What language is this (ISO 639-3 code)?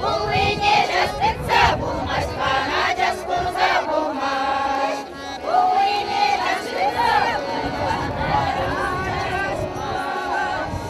chv